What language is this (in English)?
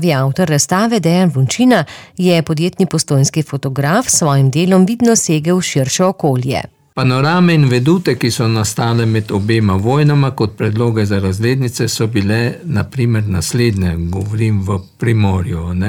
Slovenian